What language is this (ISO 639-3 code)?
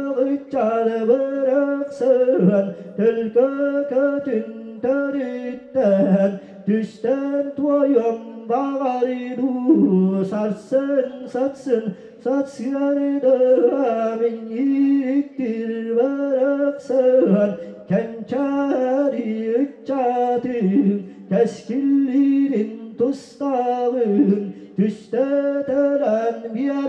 sah